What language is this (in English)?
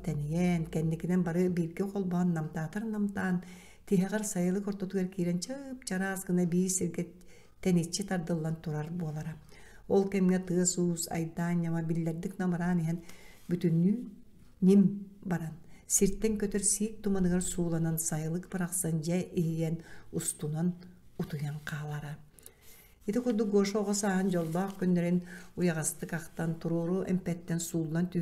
Yakut